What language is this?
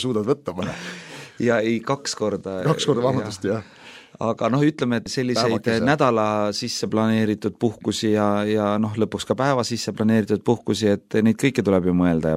Estonian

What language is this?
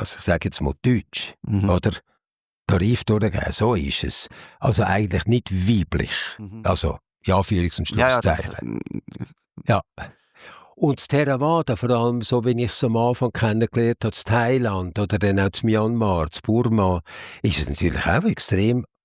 Swiss German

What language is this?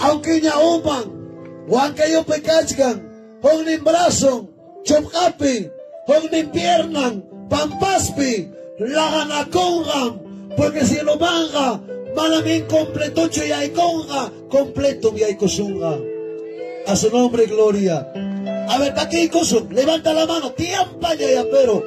Ayacucho Quechua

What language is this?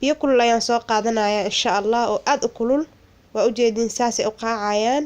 Somali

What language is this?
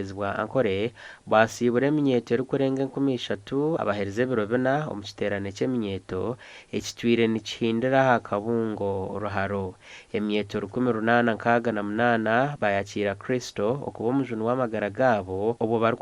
Nyankole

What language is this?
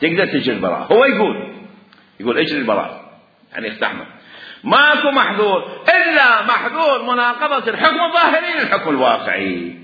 Mesopotamian Arabic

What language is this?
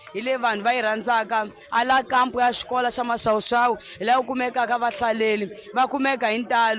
Tsonga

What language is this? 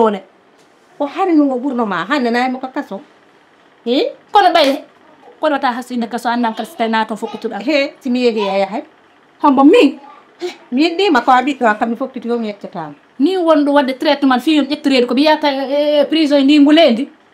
Fula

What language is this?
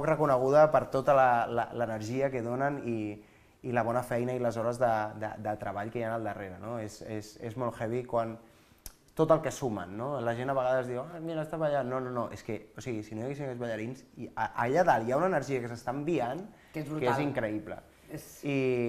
Catalan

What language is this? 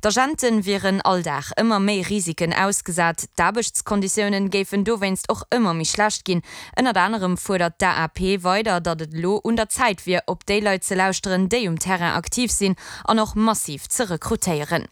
Luxembourgish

